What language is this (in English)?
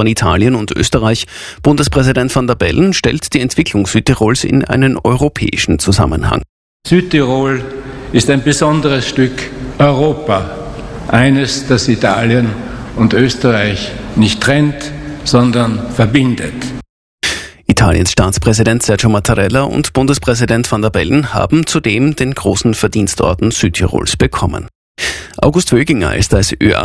German